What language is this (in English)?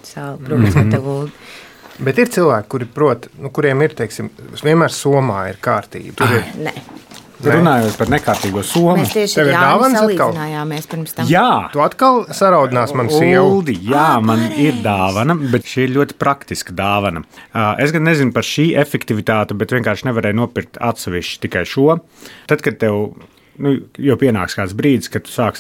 Latvian